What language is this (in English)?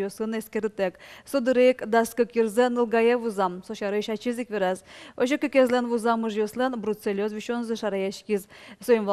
Udmurt